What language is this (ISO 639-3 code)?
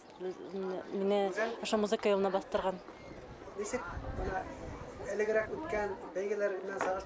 bak